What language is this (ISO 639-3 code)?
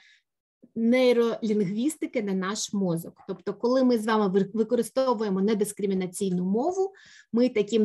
ukr